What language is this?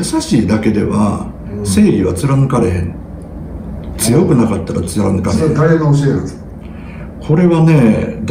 Japanese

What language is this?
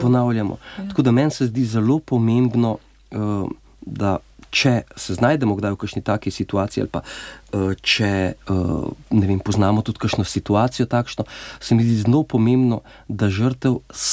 Slovenian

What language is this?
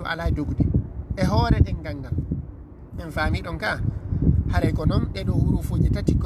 Fula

